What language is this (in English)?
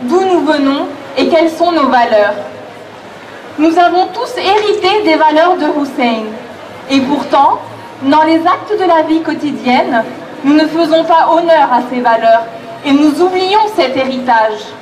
French